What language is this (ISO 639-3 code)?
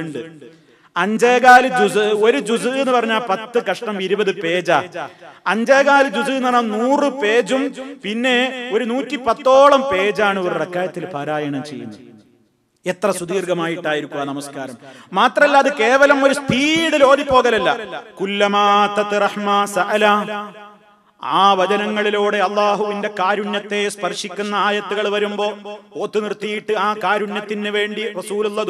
mal